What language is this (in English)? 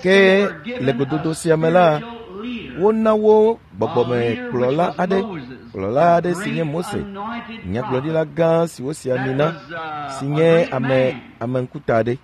Ewe